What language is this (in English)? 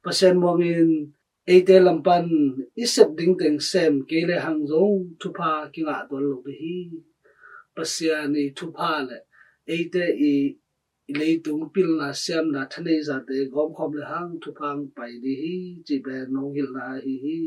Tedim Chin